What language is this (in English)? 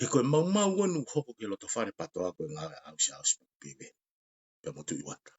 Tongan